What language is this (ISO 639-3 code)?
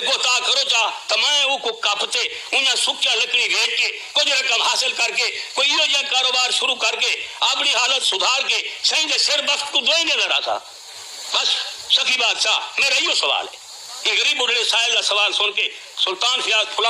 skr